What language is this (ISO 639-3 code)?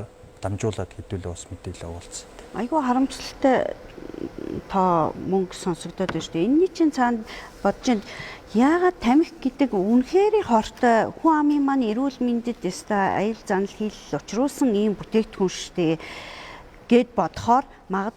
mon